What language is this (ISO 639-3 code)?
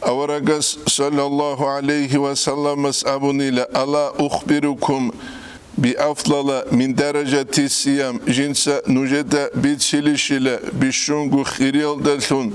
ava